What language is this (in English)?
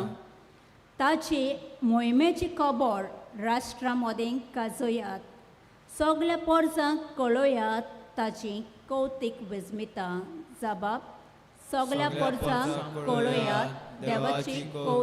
Konkani